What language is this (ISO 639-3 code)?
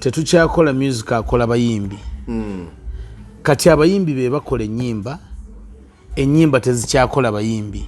lug